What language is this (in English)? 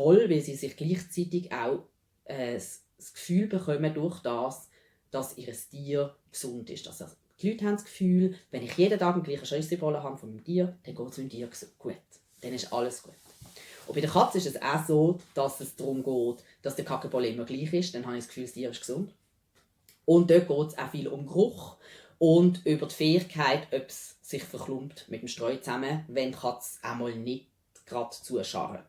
Swiss German